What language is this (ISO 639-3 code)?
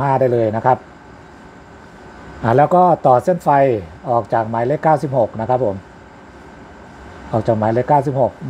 tha